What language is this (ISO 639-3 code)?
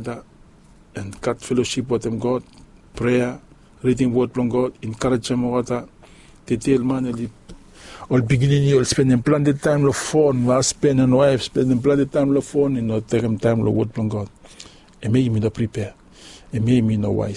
bis